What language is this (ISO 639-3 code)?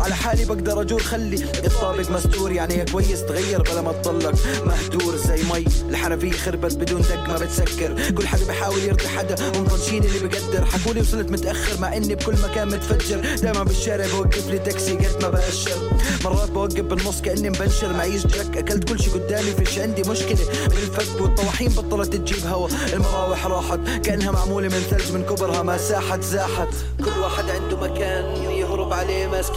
heb